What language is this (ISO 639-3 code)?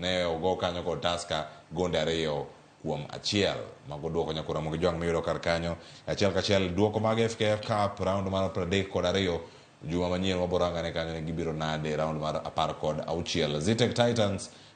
luo